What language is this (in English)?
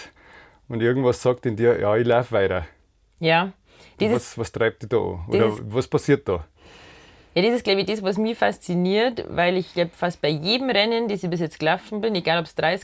Bavarian